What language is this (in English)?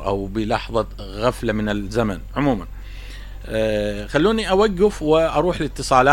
Mesopotamian Arabic